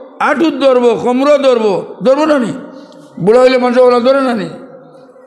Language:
Sylheti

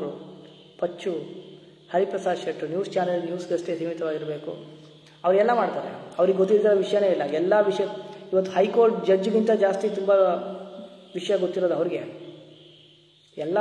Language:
Kannada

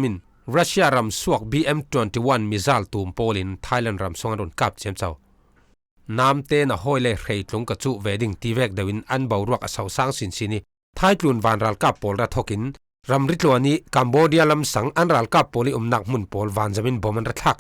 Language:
Falam Chin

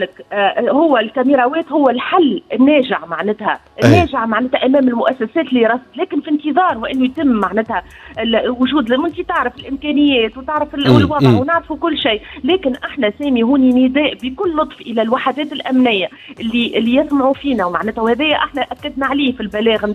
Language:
Tunisian Arabic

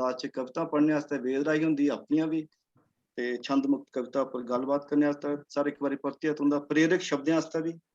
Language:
Dogri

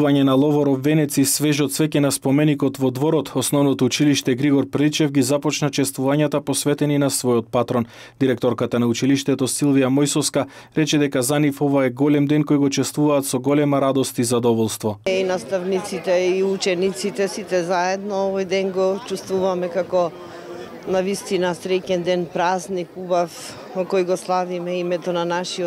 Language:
Macedonian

